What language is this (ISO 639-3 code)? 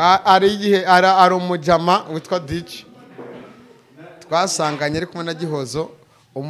kin